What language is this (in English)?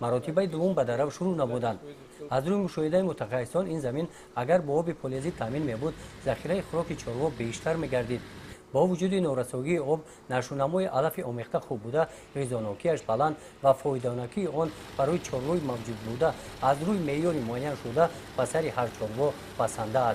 Tajik